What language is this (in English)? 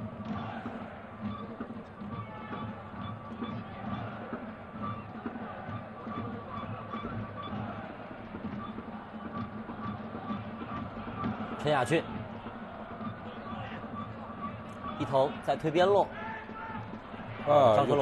Chinese